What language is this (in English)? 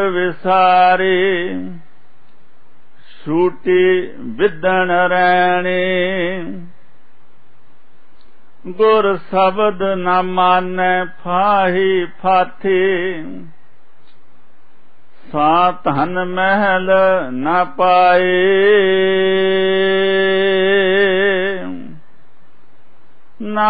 Punjabi